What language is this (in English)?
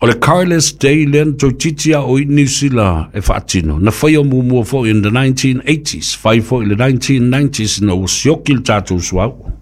Samoan